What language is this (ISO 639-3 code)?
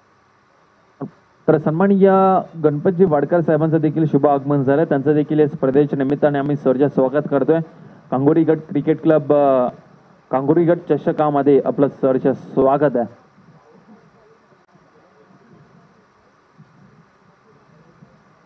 mar